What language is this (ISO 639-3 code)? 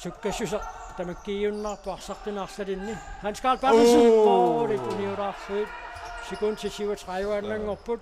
kal